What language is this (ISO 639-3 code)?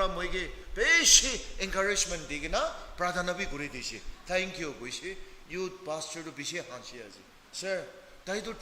nag